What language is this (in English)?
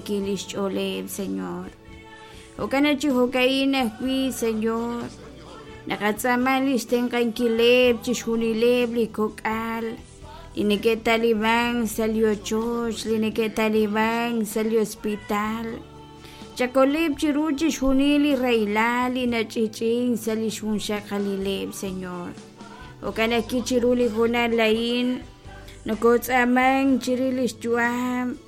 Kekchí